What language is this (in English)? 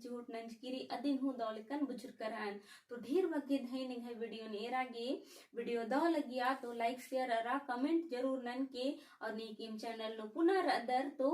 Kurukh